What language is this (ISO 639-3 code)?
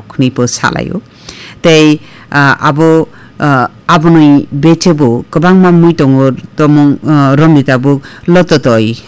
trp